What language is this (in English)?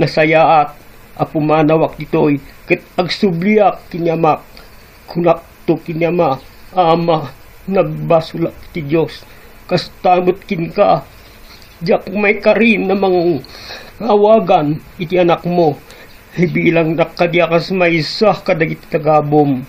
Iloko